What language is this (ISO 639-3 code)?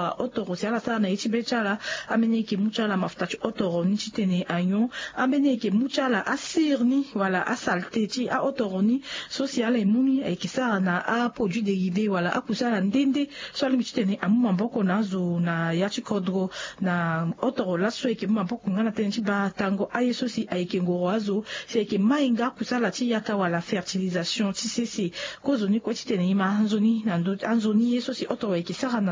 sag